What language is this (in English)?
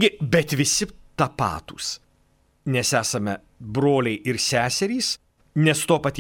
Lithuanian